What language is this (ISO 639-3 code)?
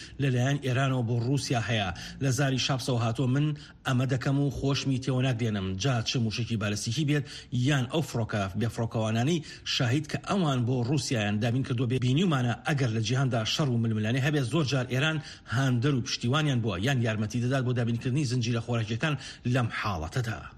ckb